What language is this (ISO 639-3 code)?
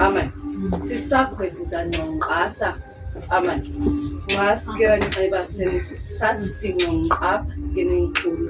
naq